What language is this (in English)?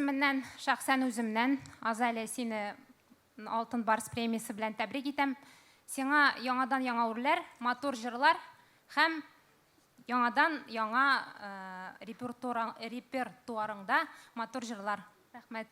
Tatar